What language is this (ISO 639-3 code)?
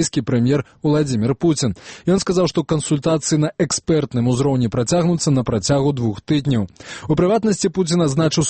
bel